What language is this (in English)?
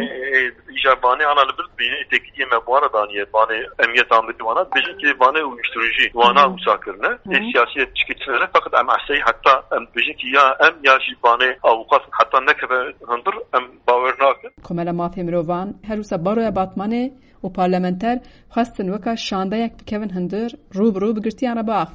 Kurdish